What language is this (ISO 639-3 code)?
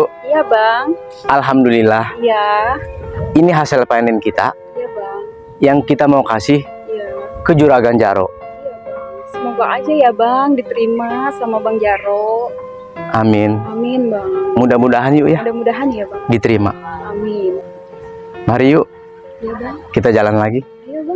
bew